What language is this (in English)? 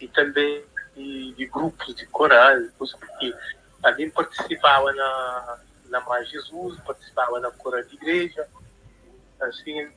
Kabuverdianu